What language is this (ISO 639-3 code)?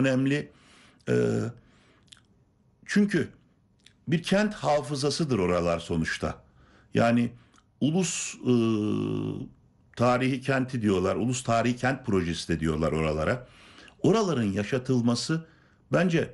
tur